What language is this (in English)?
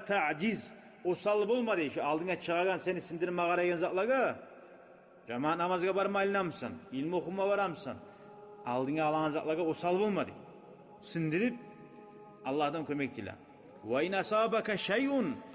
Kumyk